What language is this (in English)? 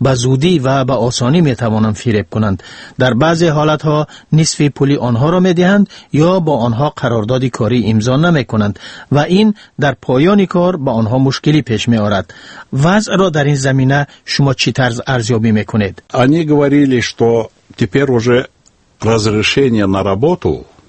Tajik